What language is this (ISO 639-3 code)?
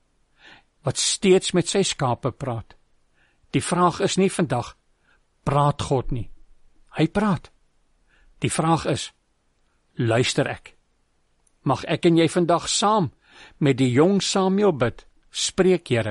afr